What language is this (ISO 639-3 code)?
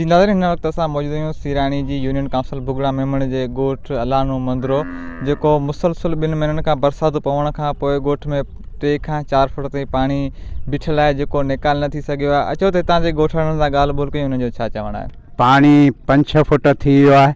snd